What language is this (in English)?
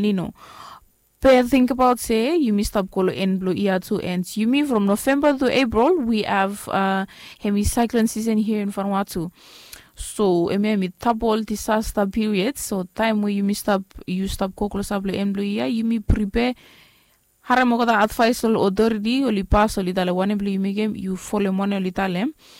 Bislama